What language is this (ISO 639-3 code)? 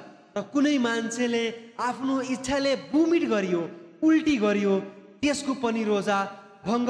nep